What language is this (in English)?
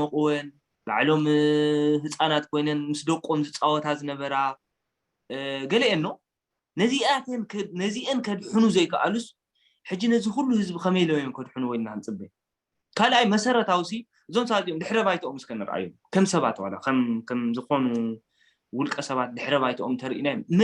Tigrinya